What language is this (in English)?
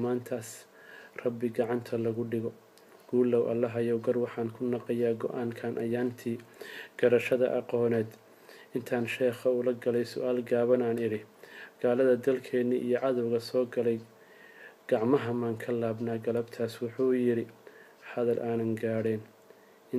Somali